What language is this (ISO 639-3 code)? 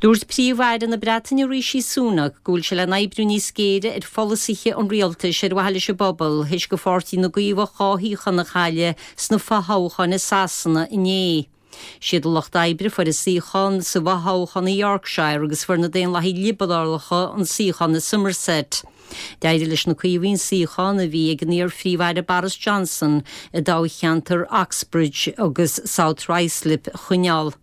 gle